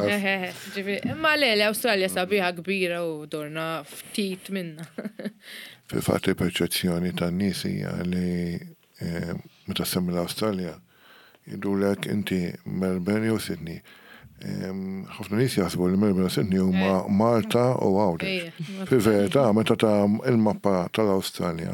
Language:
Maltese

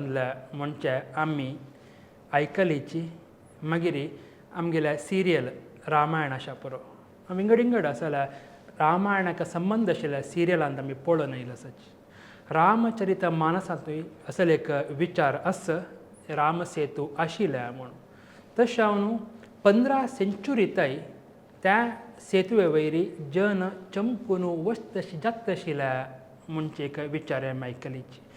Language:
Konkani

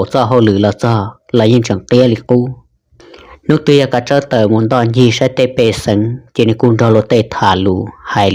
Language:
Hmong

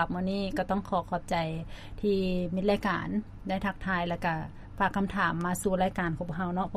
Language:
Lao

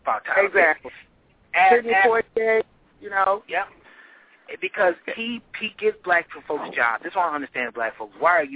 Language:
English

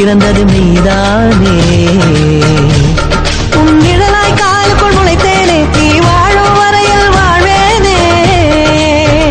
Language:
Tamil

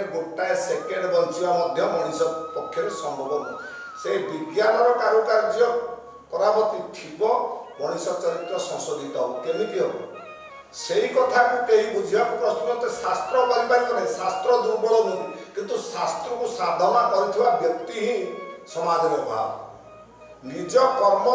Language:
Odia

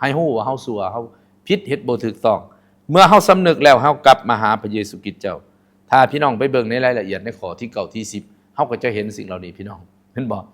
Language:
Lao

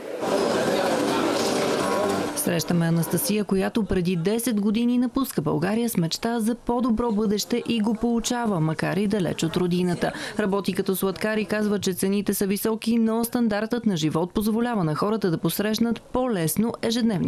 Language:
Bulgarian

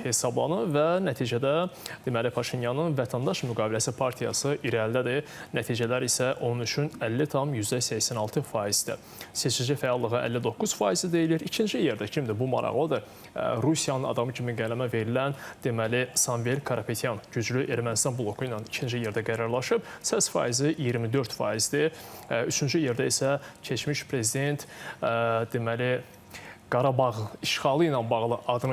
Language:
Azerbaijani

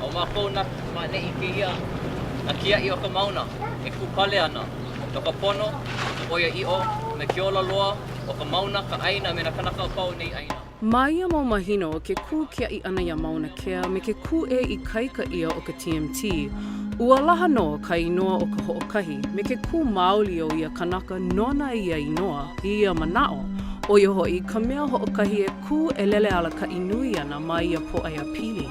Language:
Hawaiian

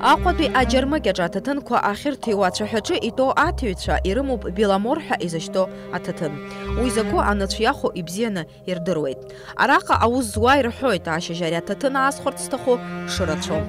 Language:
Abkhazian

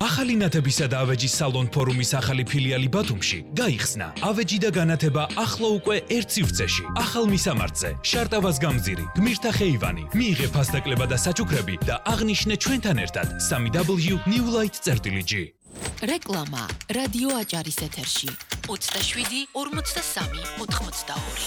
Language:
Georgian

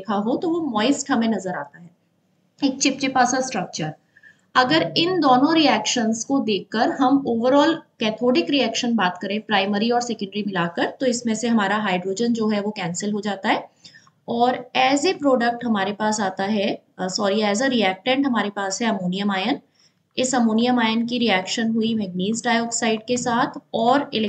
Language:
Hindi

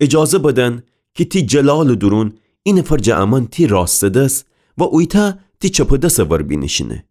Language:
Gilaki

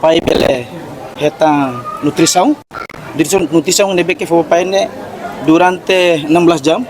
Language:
Tetum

